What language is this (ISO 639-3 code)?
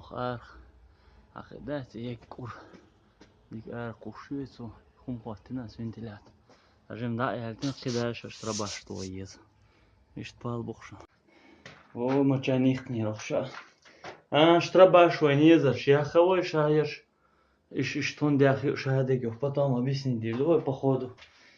che